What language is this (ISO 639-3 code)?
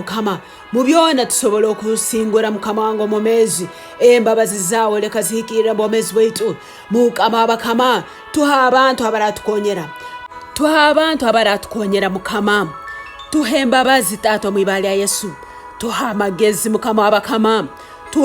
ttj